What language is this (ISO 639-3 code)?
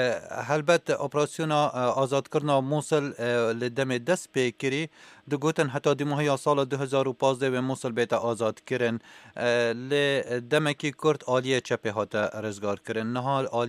kur